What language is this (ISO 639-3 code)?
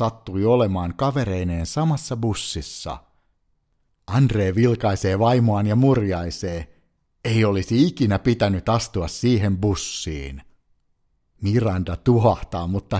fin